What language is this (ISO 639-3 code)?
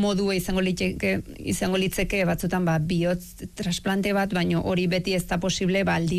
eus